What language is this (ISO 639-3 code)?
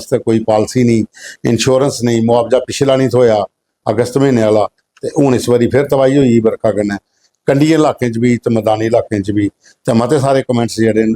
doi